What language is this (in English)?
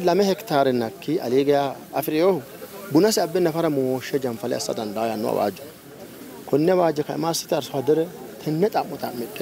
Sidamo